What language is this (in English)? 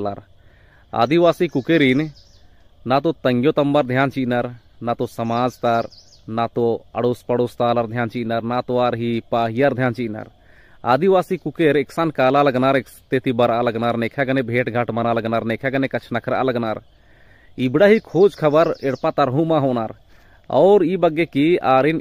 Kurukh